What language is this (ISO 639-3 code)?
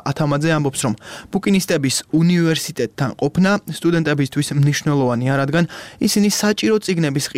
kat